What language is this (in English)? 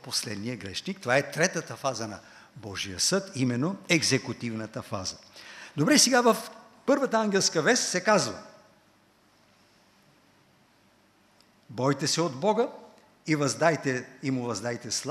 Bulgarian